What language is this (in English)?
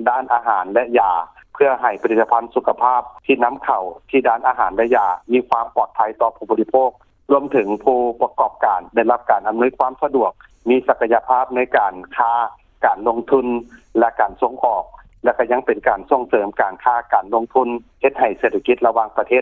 Lao